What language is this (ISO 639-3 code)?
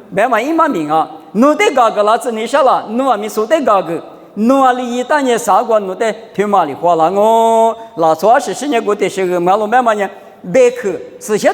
lis